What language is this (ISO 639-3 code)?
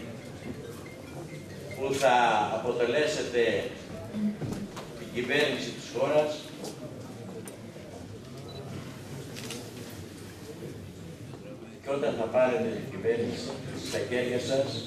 ell